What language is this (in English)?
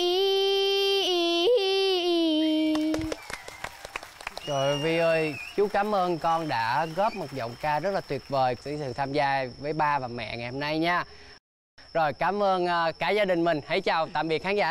Vietnamese